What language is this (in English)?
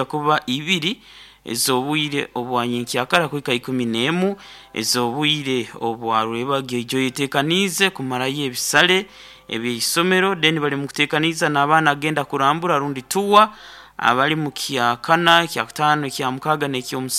Nyoro